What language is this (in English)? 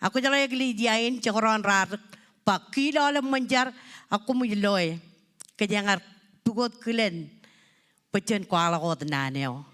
Marshallese